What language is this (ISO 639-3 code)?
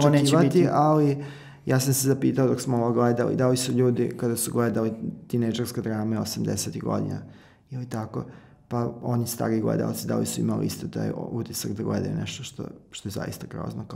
srp